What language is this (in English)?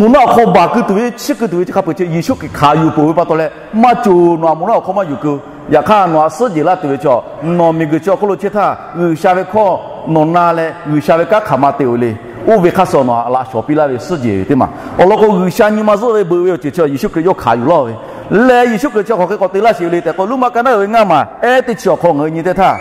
Lahu